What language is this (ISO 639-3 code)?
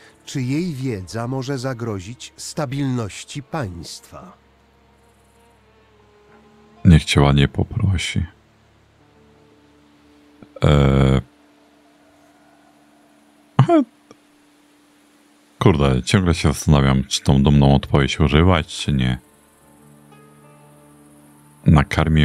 pol